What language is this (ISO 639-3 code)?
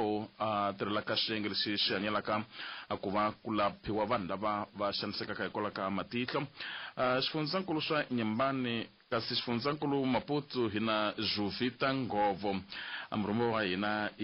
tso